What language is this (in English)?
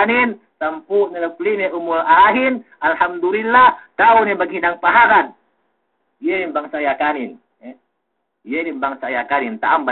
Yakan